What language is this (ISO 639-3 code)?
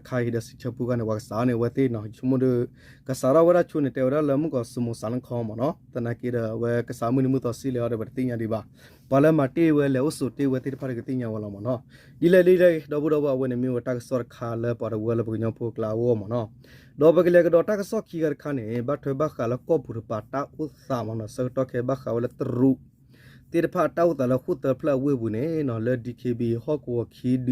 ksw